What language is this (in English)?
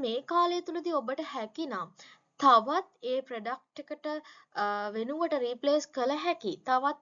Sinhala